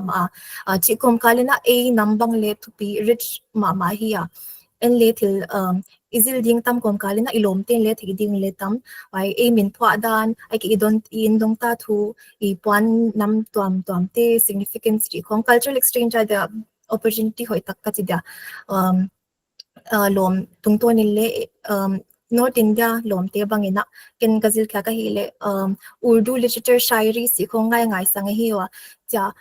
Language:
Paite Chin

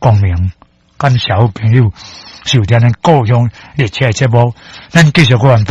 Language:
Min Nan Chinese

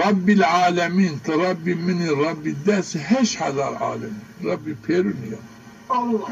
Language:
Zaza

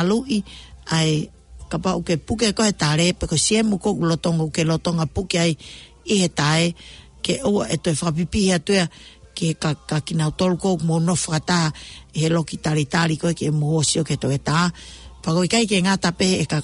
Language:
Tongan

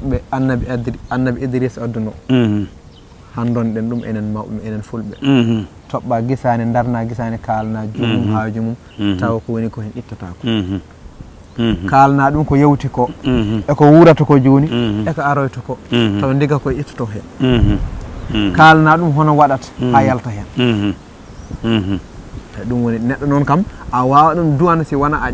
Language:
Fula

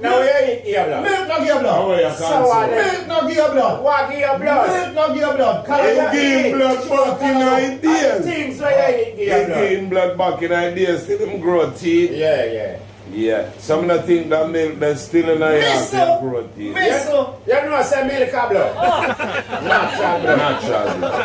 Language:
Jamaican Creole English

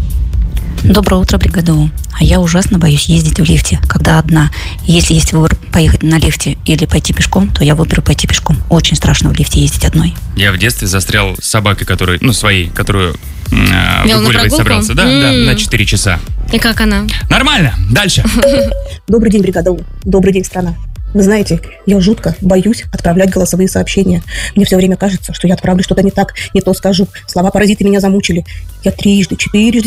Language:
Russian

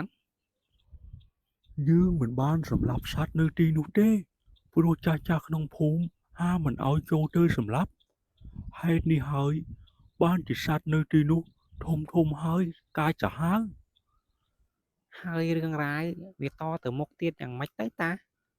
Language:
Khmer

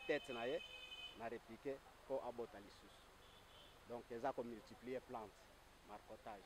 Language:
Lingala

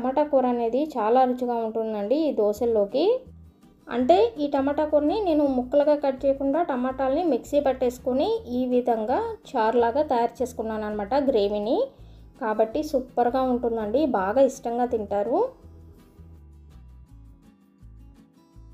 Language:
Telugu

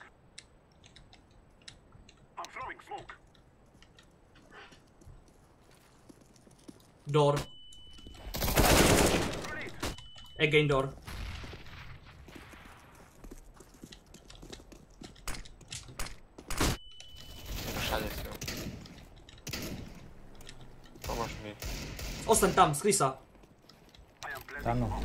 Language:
Slovak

